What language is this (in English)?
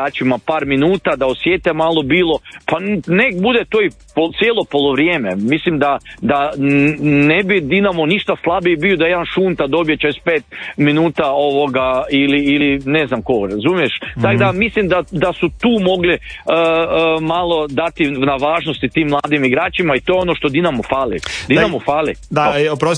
Croatian